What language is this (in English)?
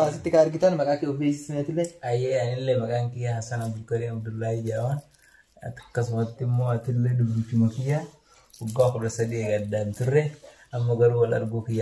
Oromo